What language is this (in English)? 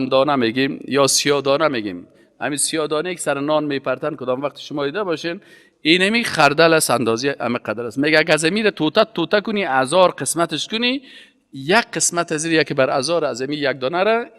Persian